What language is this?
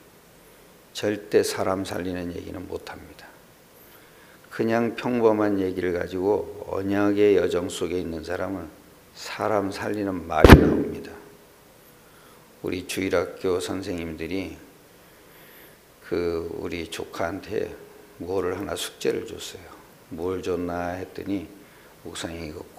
Korean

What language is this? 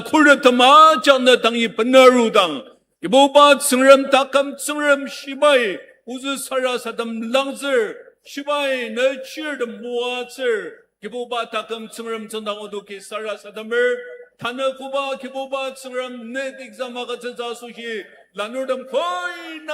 Ao Naga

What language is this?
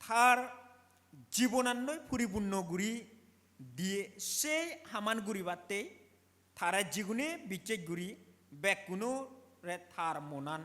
Chakma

